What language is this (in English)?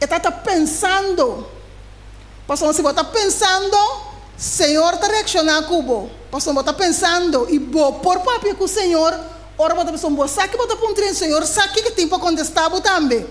Papiamento